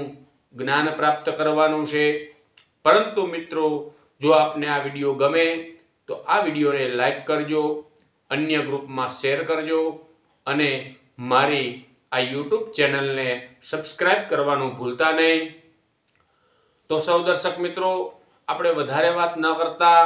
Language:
Gujarati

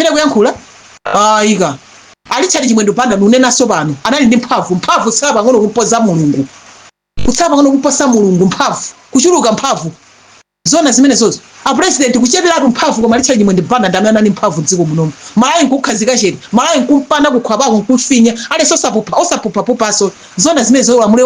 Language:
Nyanja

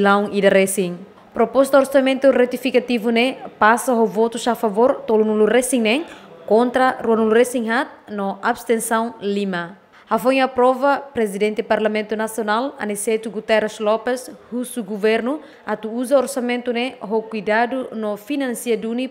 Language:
Tetum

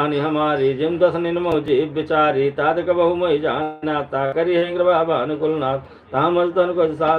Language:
Awadhi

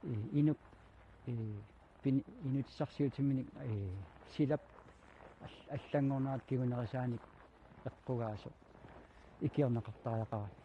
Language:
Kalaallisut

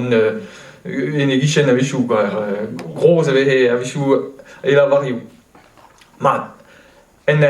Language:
Breton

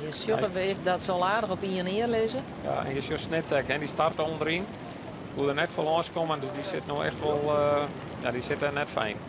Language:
Western Frisian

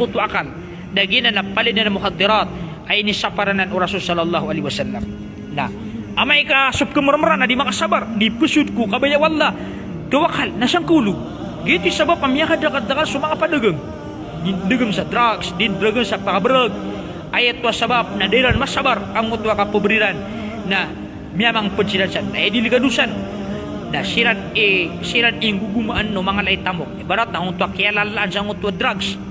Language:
Maranao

